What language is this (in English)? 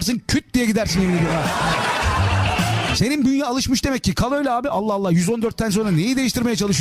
Turkish